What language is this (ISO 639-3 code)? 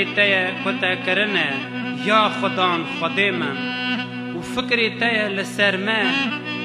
kur